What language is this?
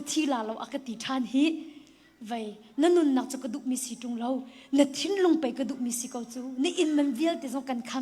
Hakha Chin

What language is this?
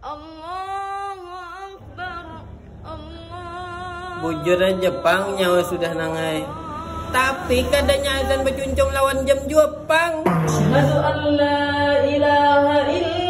Banjar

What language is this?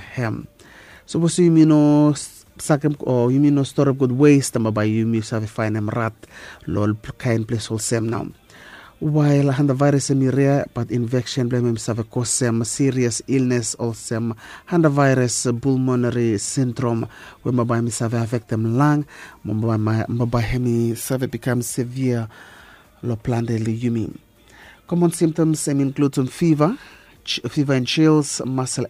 Bislama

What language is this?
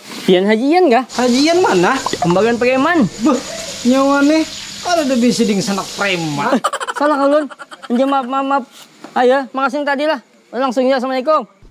Banjar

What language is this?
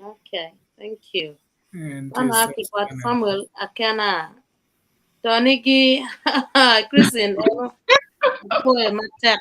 Acoli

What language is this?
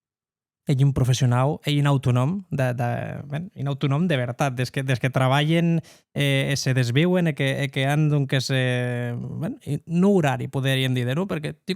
Occitan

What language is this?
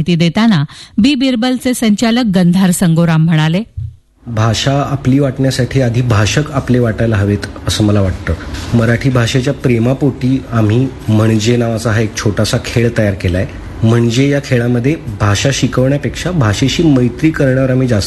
Marathi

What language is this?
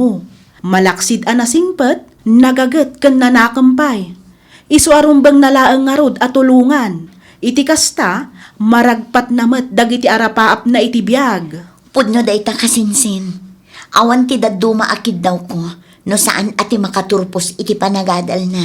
Iloko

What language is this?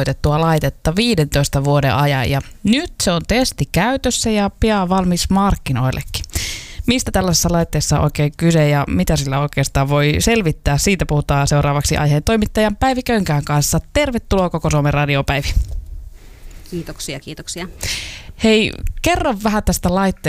Finnish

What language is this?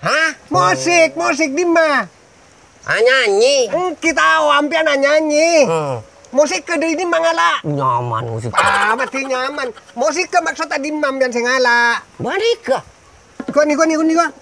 Madurese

